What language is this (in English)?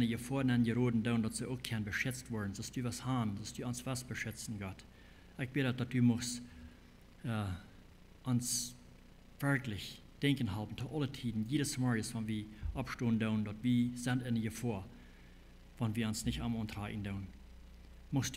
Plautdietsch